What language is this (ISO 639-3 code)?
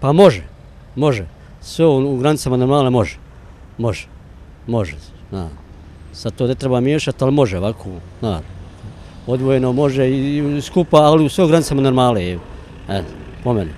bos